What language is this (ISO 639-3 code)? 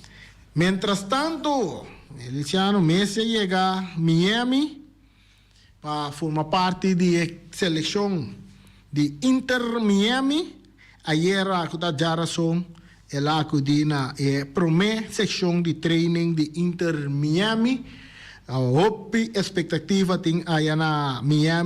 pap